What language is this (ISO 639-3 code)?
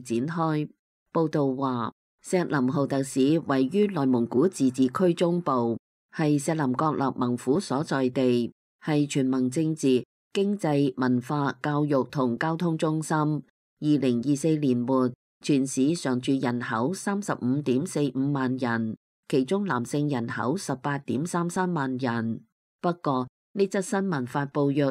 yue